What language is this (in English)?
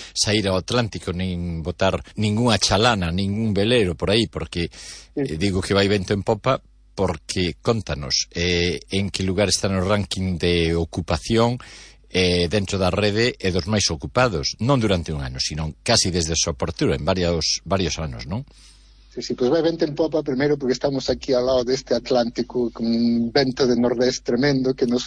Galician